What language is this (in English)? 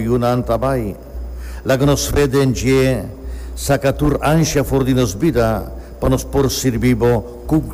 Papiamento